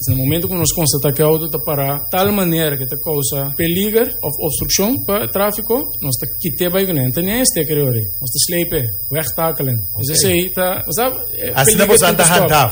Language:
Papiamento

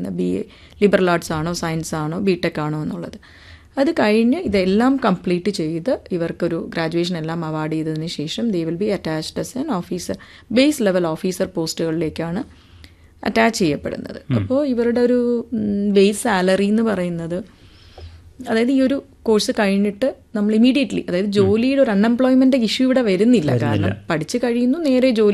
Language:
Malayalam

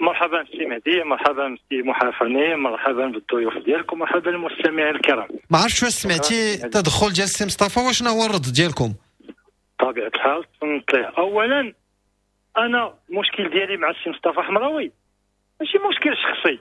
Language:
Moroccan Arabic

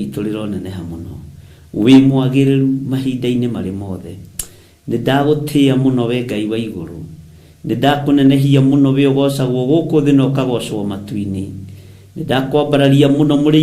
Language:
Kikuyu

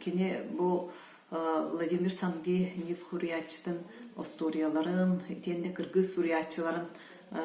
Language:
Yakut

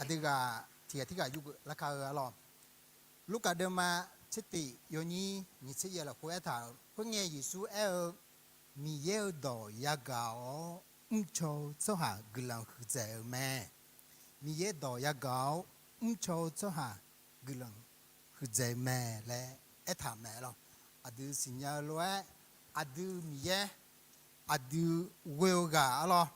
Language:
Akha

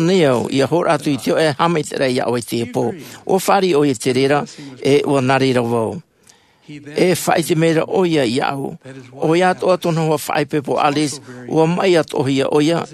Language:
Tahitian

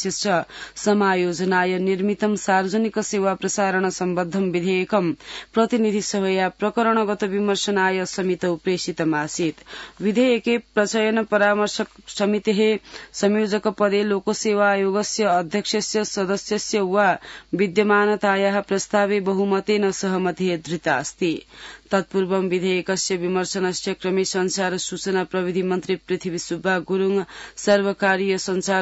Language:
Sanskrit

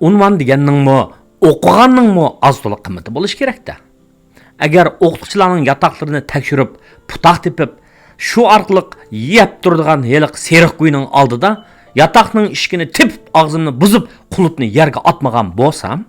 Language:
Uyghur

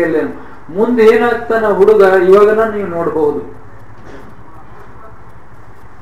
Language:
Kannada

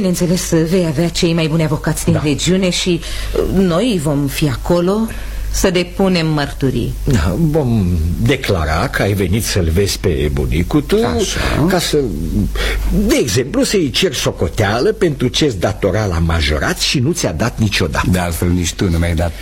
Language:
Romanian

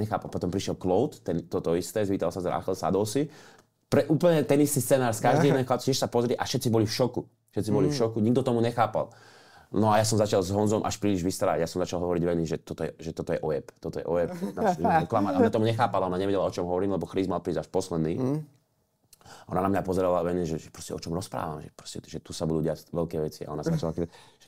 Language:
Slovak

